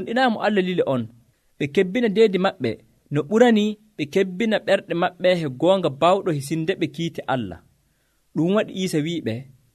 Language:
Nigerian Fulfulde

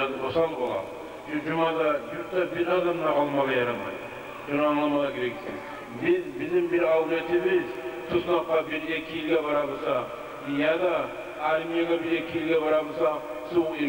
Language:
Kumyk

